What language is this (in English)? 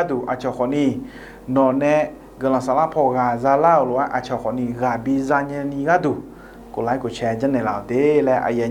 Akha